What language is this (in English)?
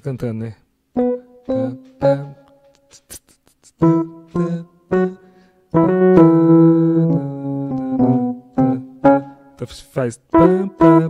Portuguese